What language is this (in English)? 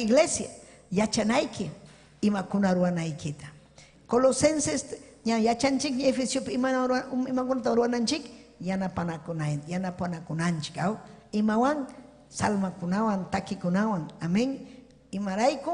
Ayacucho Quechua